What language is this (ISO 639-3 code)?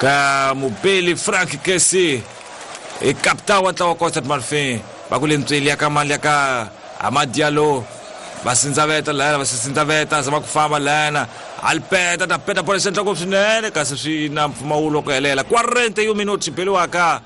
tso